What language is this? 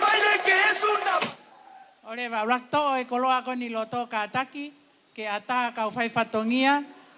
Tongan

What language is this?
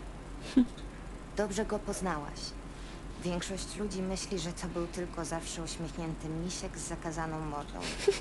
Polish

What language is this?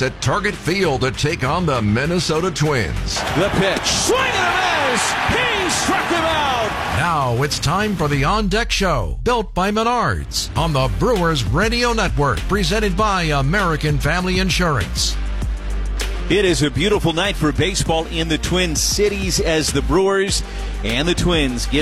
English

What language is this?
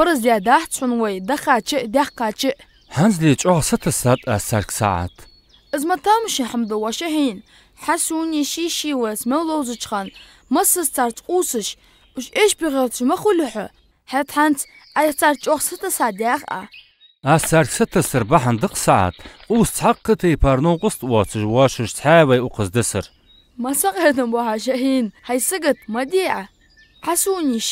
Ingush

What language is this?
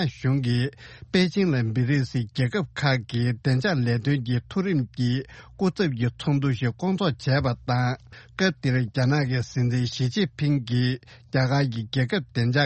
Tibetan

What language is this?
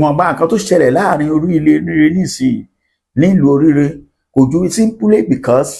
Yoruba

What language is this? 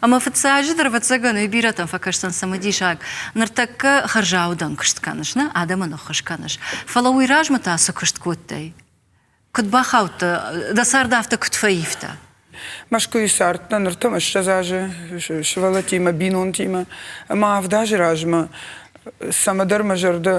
Ossetic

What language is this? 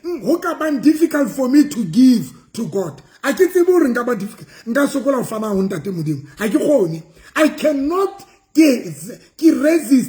Southern Sotho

